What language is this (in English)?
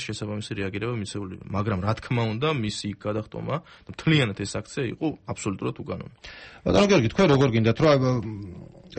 Georgian